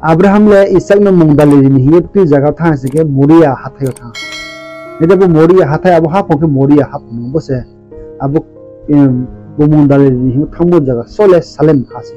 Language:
Riang (India)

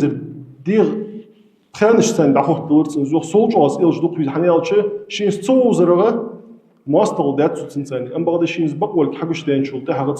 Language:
Ingush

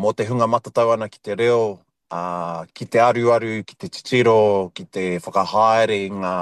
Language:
Māori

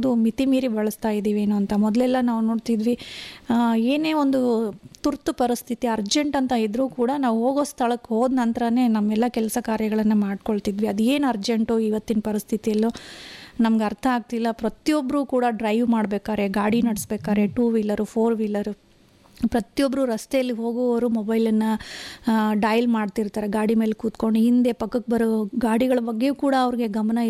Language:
Kannada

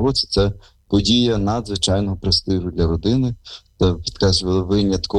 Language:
Ukrainian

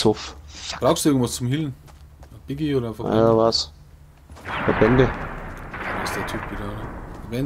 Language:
Bavarian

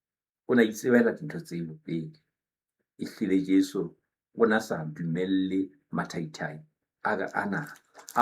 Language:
Southern Sotho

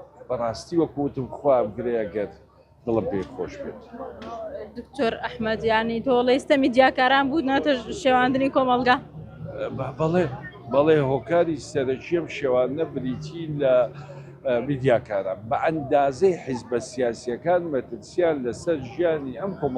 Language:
Central Kurdish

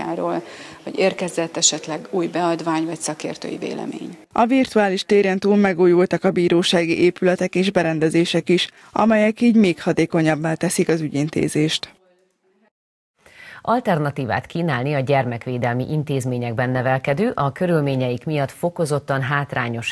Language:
Hungarian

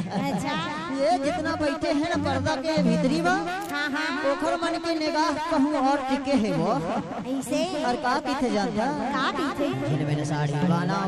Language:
Chhattisgarhi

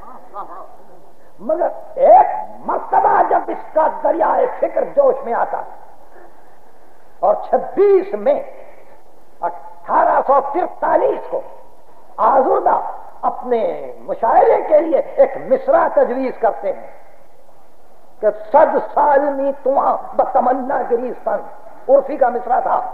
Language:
Urdu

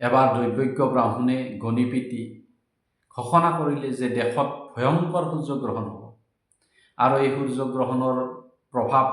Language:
Assamese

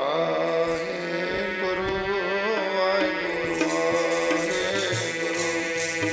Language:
Punjabi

